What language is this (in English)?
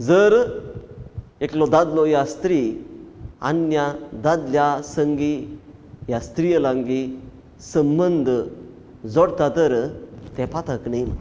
Konkani